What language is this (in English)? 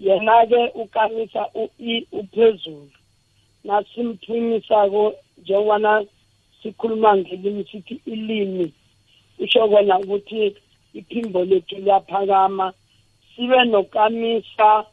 South Ndebele